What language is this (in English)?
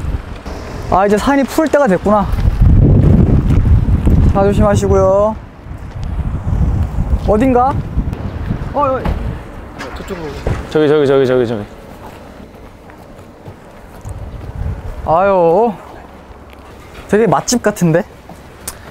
Korean